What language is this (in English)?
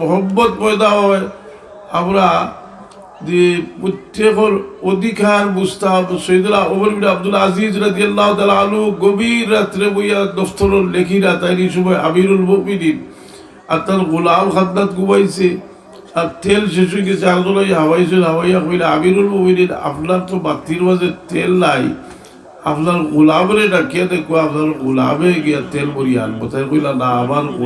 Sylheti